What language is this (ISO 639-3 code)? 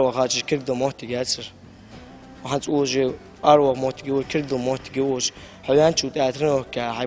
inh